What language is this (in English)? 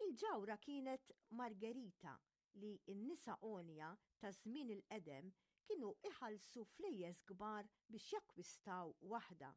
Maltese